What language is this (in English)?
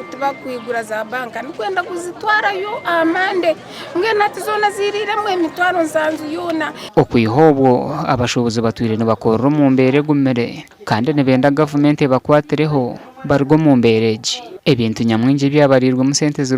Nyankole